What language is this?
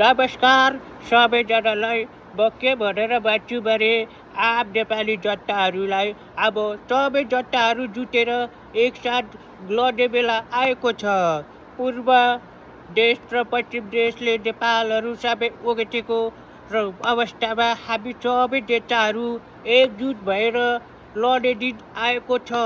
Nepali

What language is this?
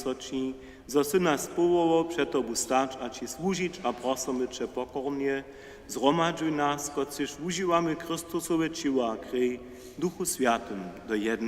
Upper Sorbian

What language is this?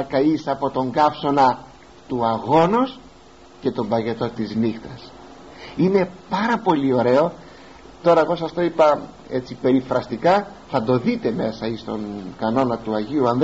Greek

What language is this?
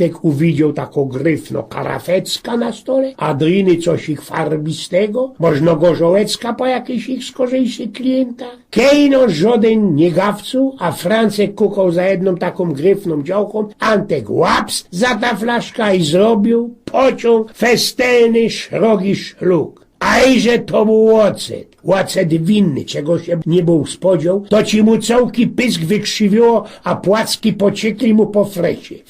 Silesian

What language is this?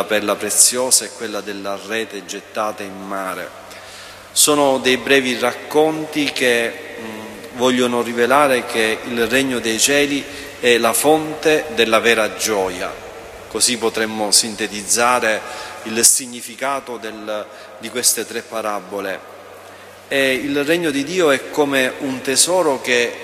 Italian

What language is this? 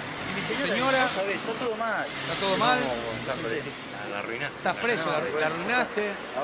Spanish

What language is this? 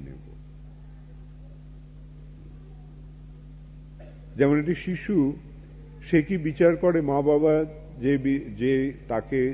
Bangla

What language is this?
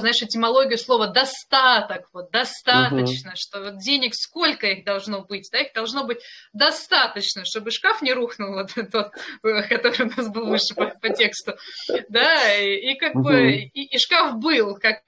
Russian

